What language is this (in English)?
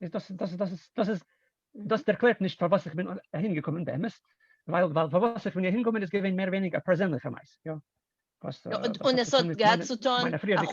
Yiddish